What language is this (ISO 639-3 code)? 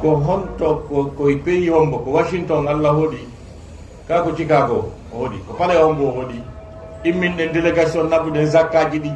ful